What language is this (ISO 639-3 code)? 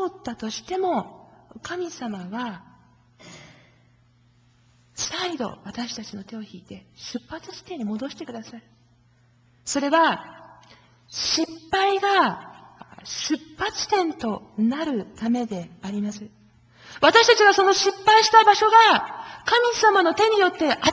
jpn